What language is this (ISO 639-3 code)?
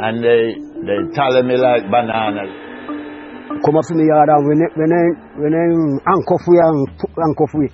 jam